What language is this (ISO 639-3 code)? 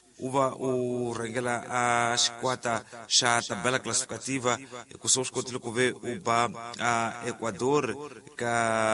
tso